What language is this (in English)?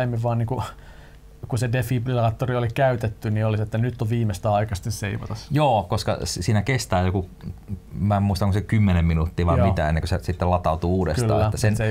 Finnish